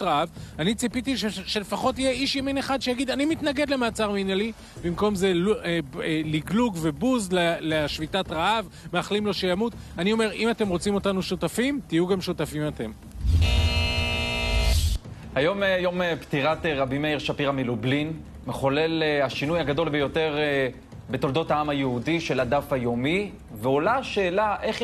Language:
Hebrew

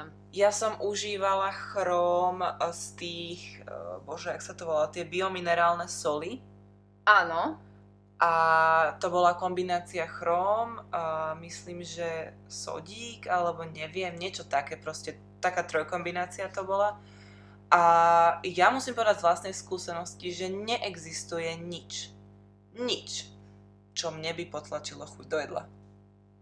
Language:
Slovak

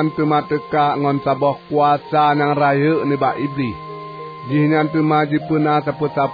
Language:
Achinese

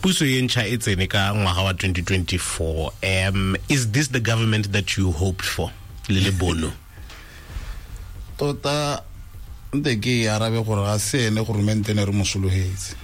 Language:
Tswana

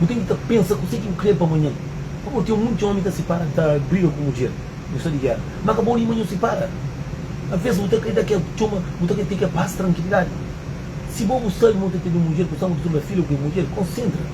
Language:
Kabuverdianu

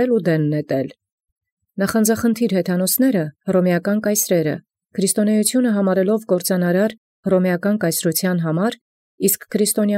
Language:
Armenian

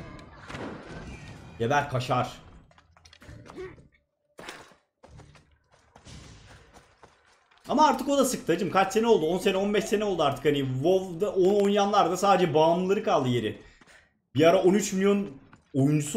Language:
Turkish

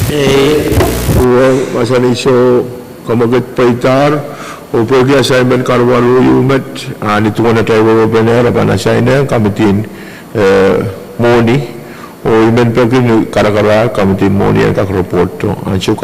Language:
Pohnpeian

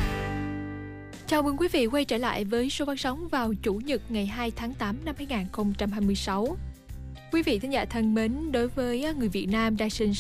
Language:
Vietnamese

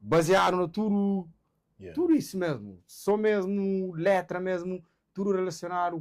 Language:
Kabuverdianu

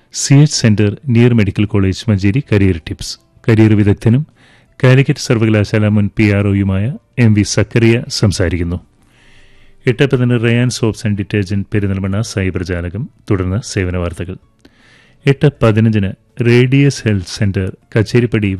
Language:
Malayalam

